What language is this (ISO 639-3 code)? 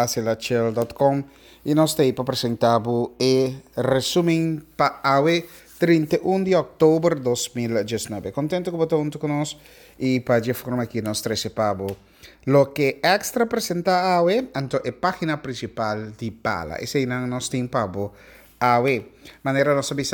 pap